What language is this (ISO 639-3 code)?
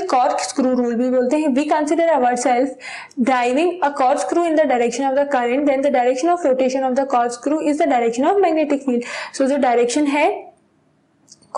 hin